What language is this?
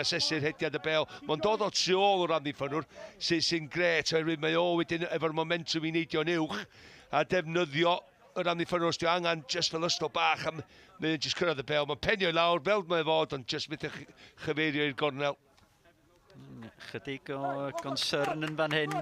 Welsh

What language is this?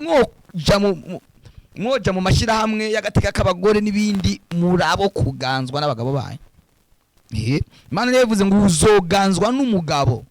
Rundi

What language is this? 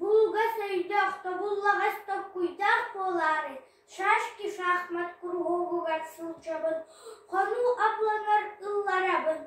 Yakut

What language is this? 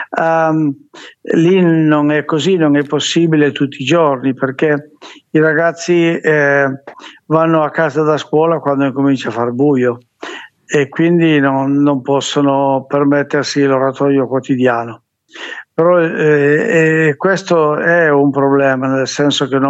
Italian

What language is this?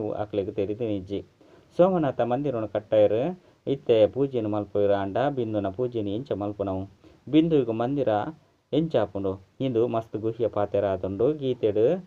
Tulu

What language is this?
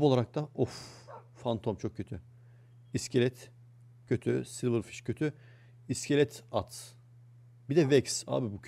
Turkish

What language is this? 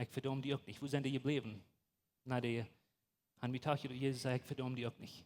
Plautdietsch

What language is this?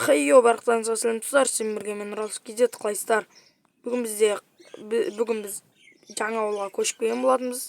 Kazakh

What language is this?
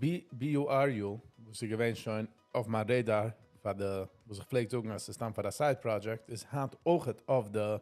Yiddish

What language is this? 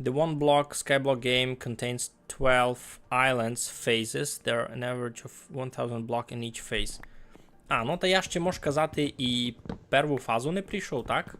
Rusyn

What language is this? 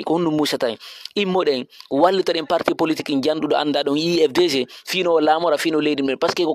Fula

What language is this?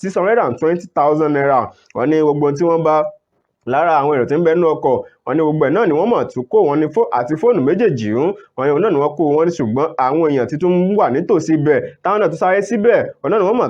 Yoruba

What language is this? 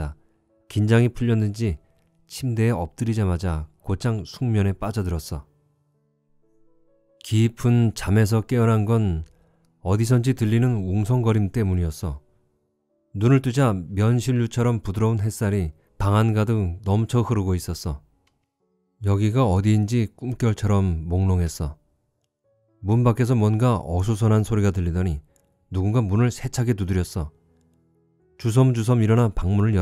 Korean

